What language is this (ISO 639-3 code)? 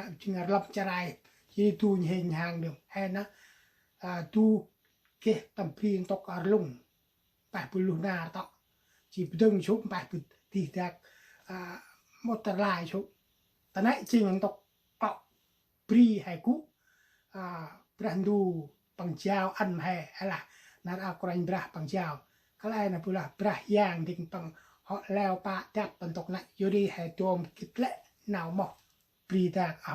cmo